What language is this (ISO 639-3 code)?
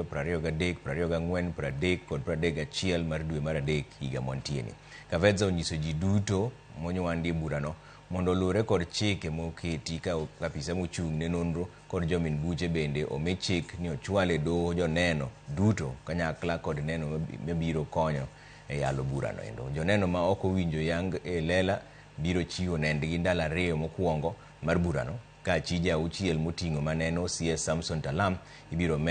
luo